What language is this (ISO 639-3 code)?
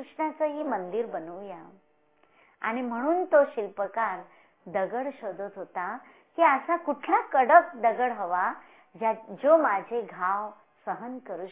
mar